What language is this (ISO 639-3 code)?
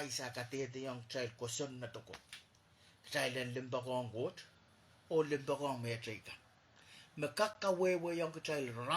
pon